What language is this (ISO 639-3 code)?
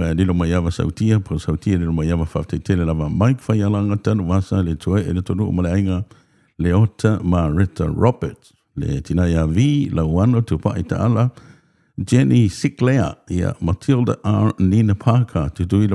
smo